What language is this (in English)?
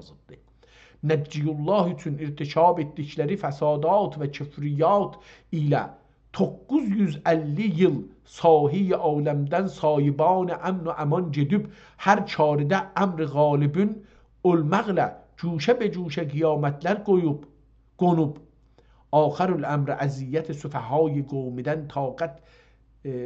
South Azerbaijani